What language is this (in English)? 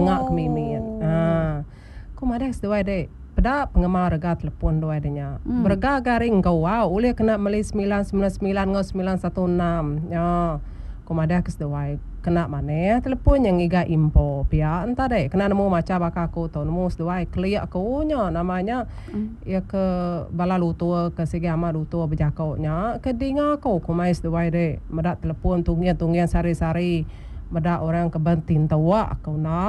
Iban